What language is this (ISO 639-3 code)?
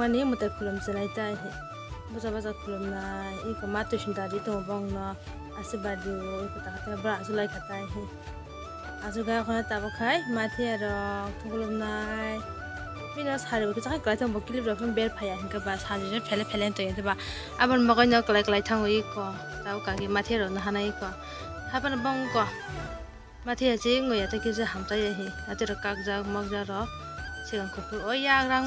trp